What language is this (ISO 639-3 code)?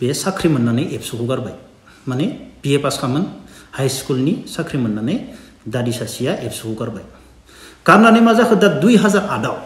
brx